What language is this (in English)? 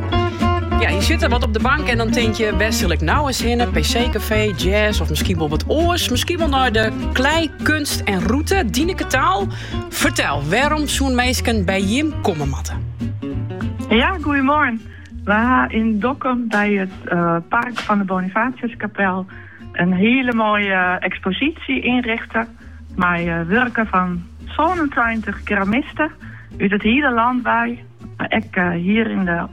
Dutch